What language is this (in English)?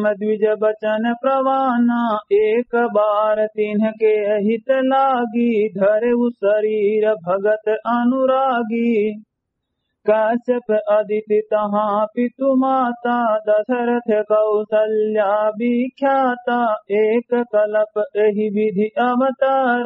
Awadhi